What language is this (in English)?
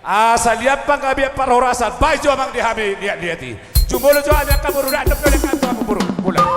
Batak Toba